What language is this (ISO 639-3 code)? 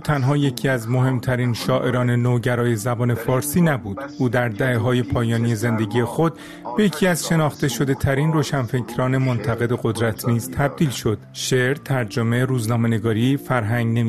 fas